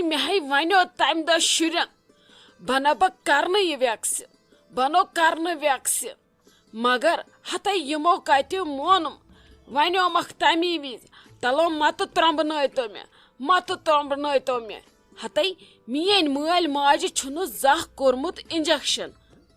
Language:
Kashmiri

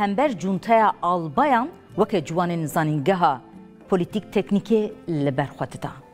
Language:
Kurdish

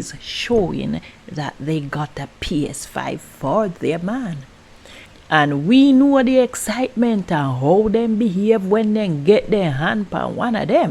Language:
Jamaican Creole English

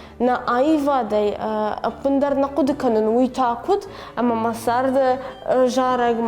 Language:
Ossetic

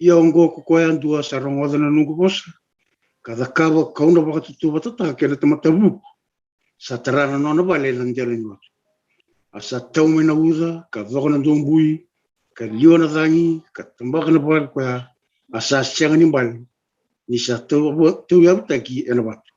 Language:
Fijian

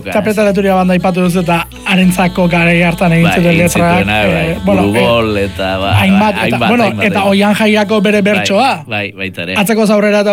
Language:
Basque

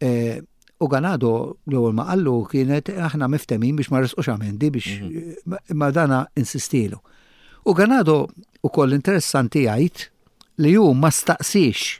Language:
Maltese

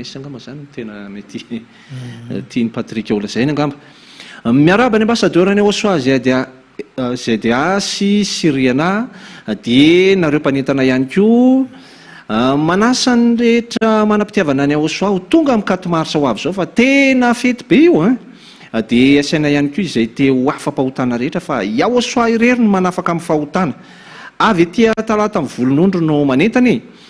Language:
Malagasy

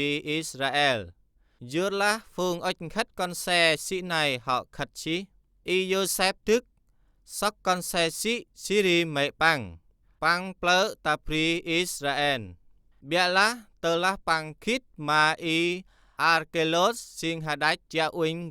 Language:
Central Mnong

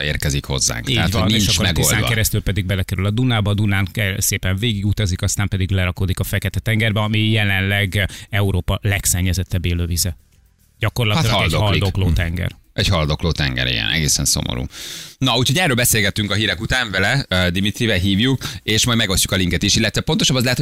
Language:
Hungarian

